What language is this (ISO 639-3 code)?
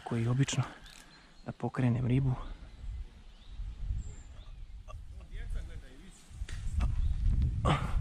hrv